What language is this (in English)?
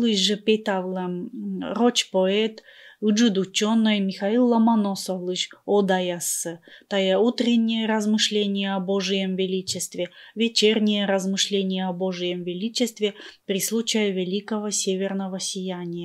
Komi